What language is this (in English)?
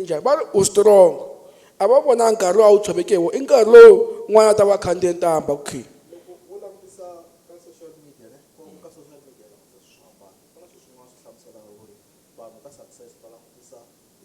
Tsonga